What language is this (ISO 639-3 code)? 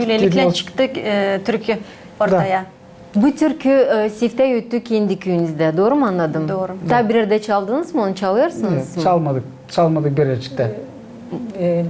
gag